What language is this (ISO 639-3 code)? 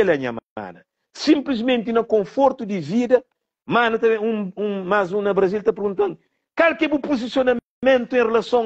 kea